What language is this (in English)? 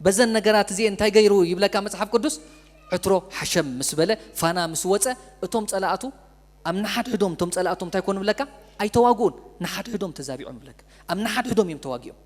Tigrinya